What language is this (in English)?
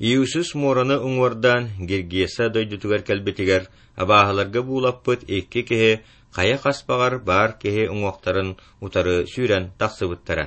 Yakut